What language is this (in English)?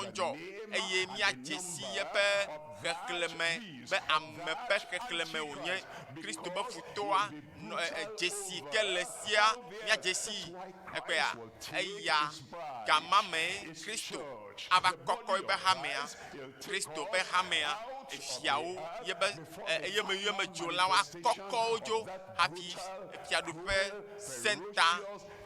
Ewe